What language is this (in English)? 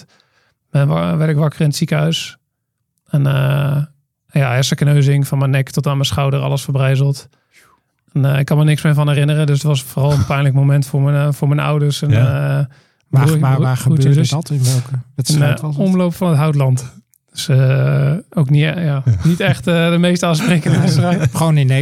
Dutch